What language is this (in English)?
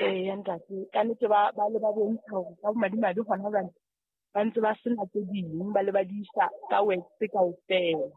Southern Sotho